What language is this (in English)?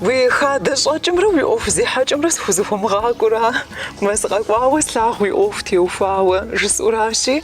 Kabardian